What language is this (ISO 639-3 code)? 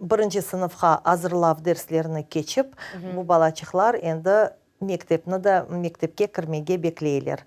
crh